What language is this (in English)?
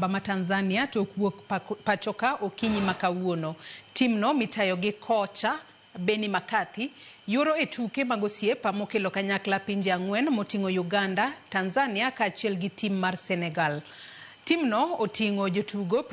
Luo (Kenya and Tanzania)